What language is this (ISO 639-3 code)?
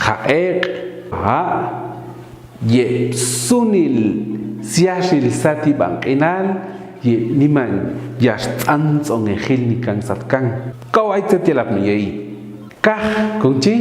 jac